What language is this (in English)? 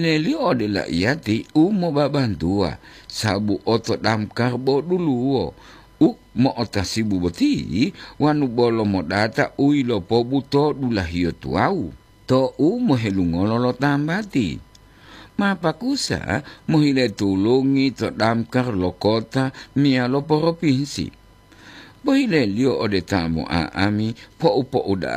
Gorontalo